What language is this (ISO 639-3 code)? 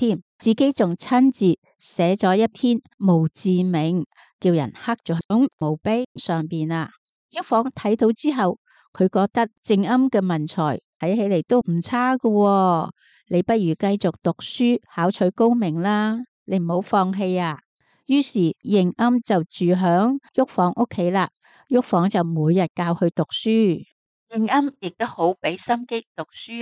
yue